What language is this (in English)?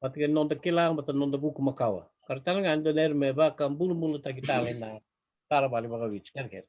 Fijian